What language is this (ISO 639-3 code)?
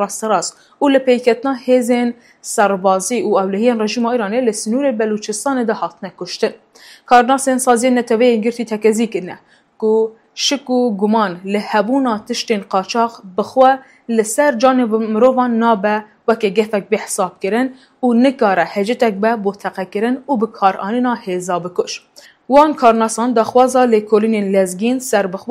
kur